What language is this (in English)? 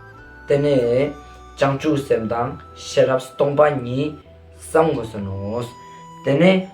Ladakhi